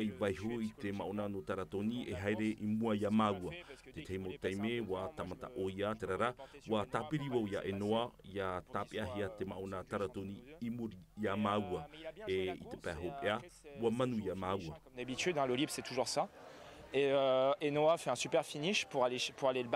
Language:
Tahitian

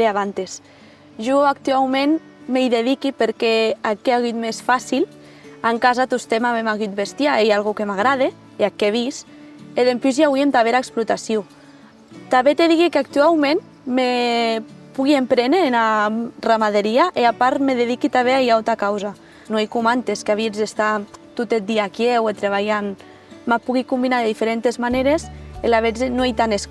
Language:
Occitan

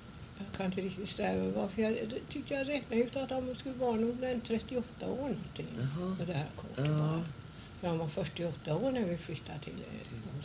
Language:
Swedish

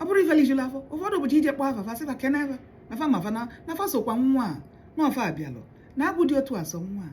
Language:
Igbo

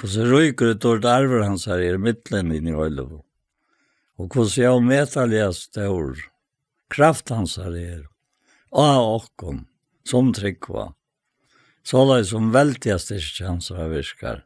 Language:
Faroese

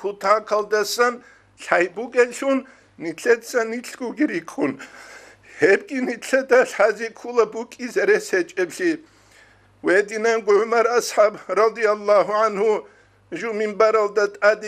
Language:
Avaric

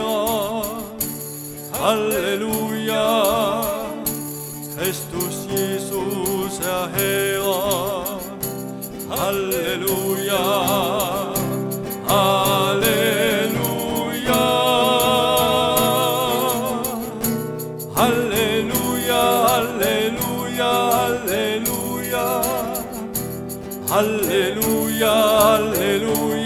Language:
Danish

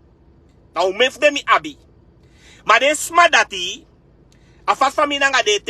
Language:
Sranan Tongo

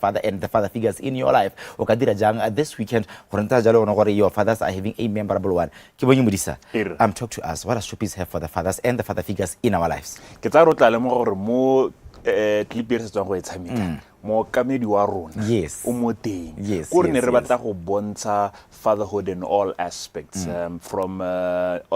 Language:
Tswana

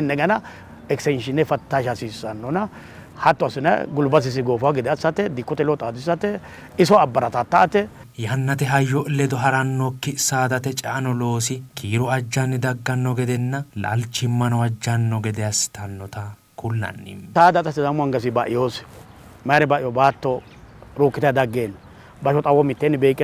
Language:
Sidamo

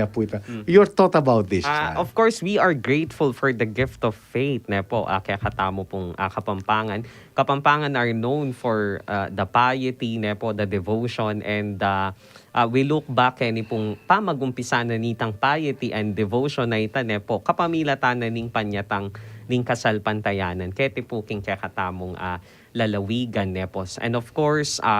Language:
Pampanga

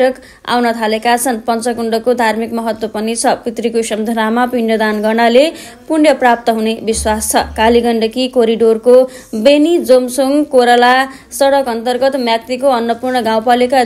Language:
Nepali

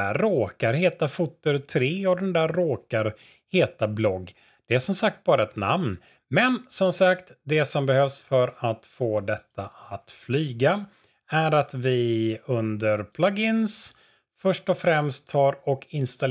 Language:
Swedish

